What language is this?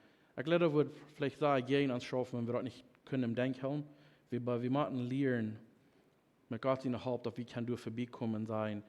Plautdietsch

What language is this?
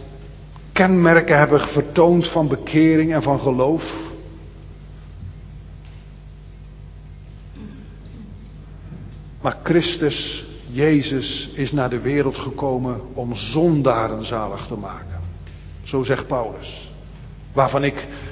Dutch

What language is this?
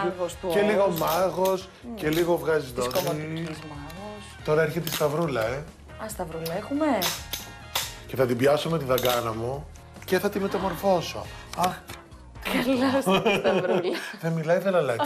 Greek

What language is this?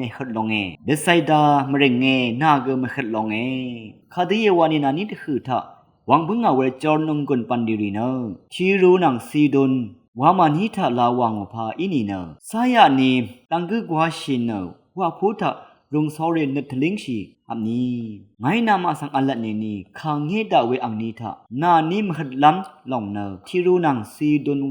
Rawang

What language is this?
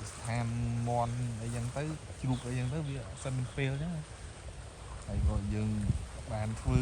Khmer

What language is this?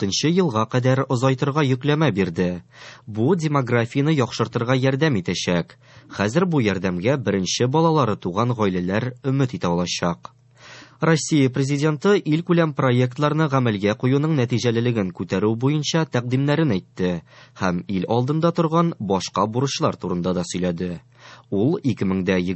Tatar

